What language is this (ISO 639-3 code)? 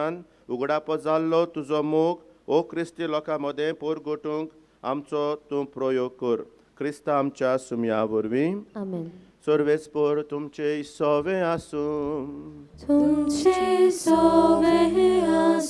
kok